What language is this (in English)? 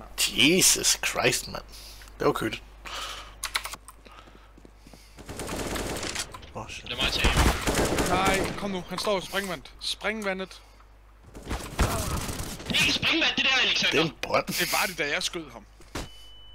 Danish